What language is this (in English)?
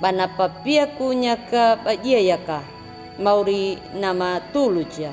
Anakalangu